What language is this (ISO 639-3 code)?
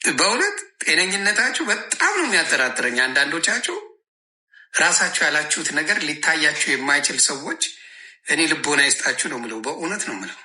amh